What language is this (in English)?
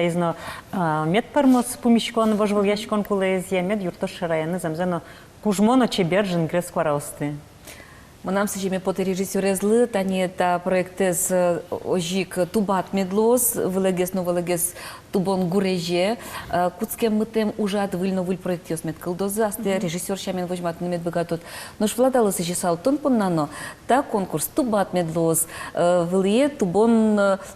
Udmurt